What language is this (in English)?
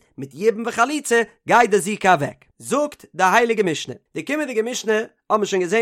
Yiddish